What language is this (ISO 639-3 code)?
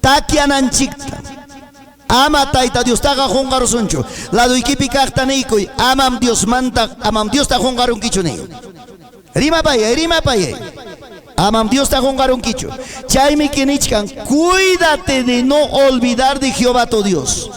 quy